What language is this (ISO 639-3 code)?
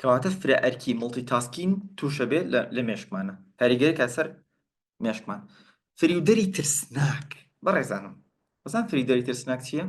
ckb